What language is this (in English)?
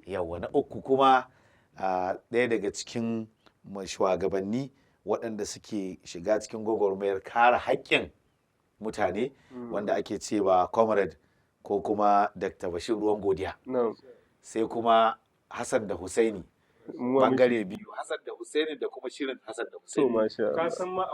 Hausa